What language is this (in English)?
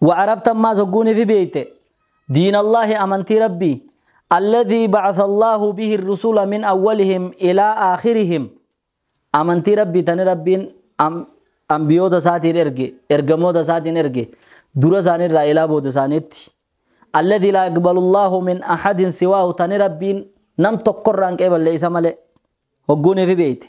Oromo